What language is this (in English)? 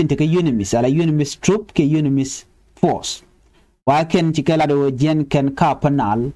Nuer